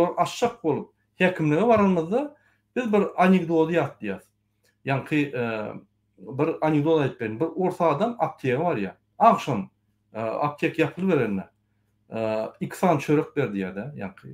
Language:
Turkmen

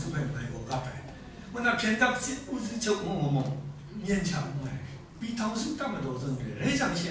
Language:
Kachin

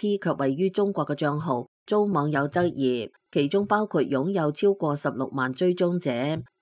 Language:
Cantonese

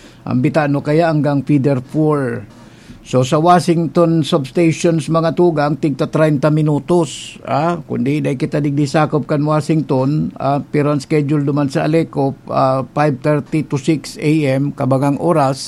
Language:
Bikol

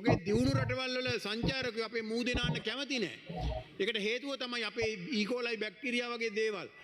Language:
Sinhala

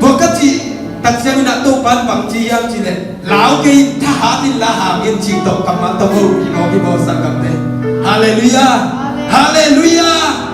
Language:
Tedim Chin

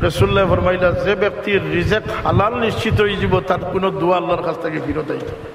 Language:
Sylheti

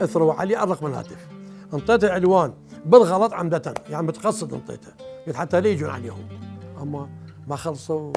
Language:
Mesopotamian Arabic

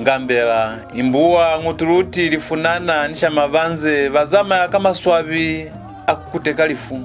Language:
Lozi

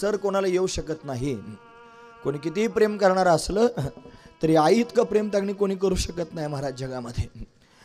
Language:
Marathi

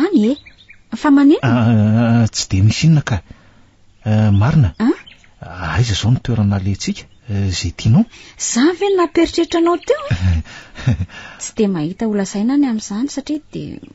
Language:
Malagasy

